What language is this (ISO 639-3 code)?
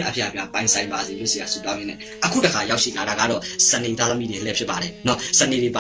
mya